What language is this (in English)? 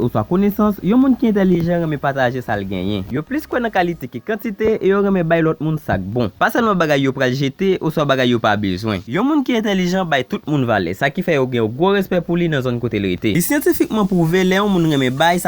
Haitian Creole